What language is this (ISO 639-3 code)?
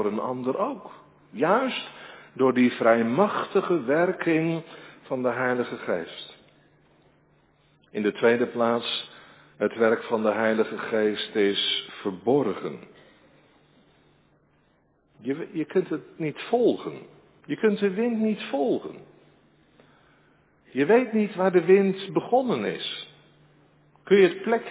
nld